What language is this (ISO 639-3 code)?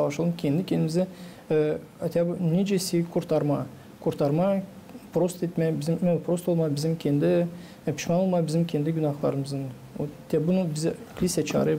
gag